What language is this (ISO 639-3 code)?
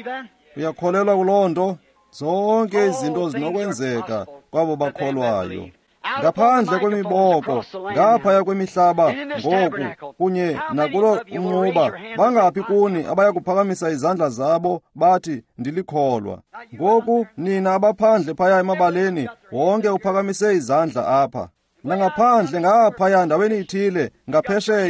xho